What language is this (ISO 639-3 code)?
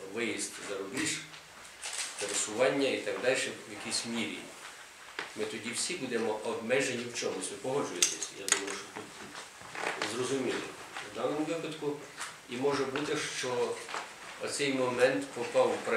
ukr